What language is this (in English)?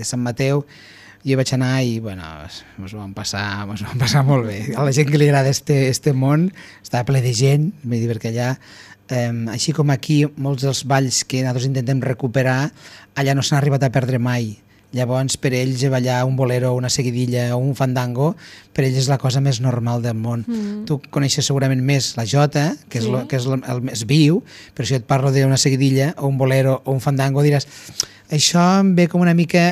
Catalan